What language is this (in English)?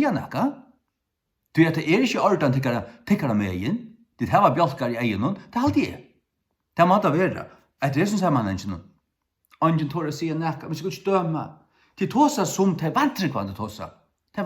Faroese